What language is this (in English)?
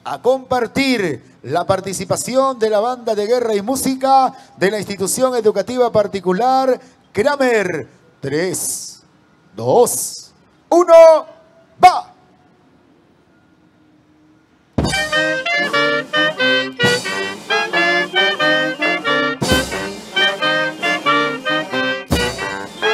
Spanish